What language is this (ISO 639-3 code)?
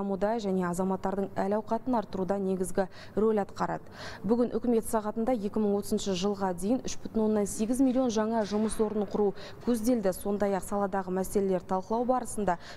kaz